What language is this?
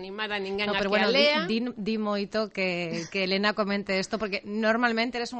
Galician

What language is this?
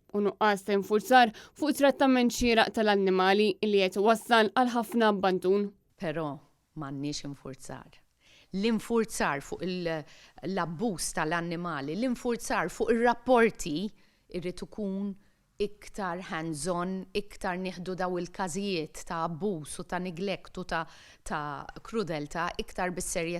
Maltese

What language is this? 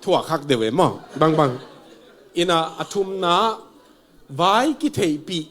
Tedim Chin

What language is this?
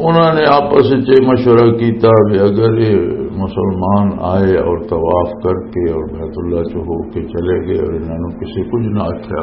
Western Panjabi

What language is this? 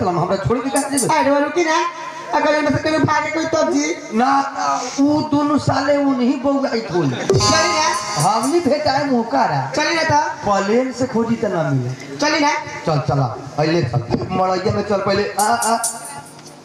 Bhojpuri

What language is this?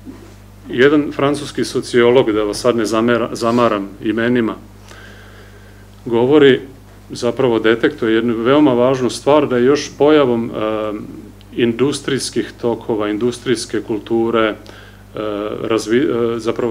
Serbian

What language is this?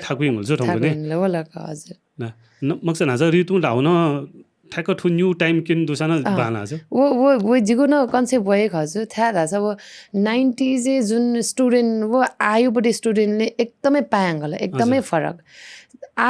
Newari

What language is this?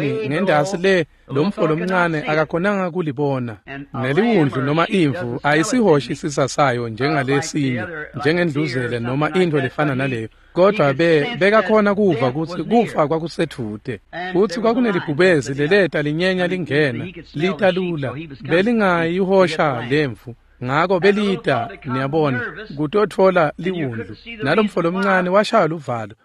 Swati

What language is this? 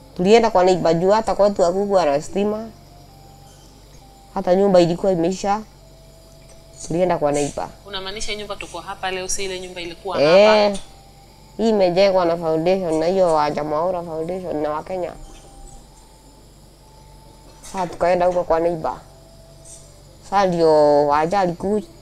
Swahili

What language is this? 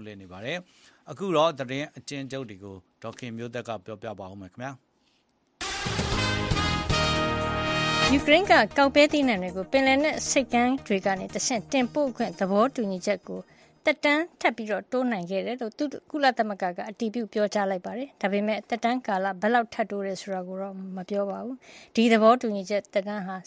Burmese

